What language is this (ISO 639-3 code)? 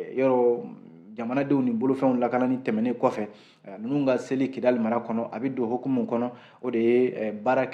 bam